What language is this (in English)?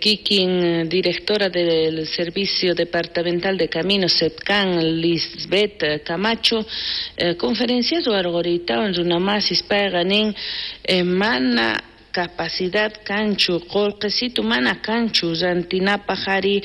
South Bolivian Quechua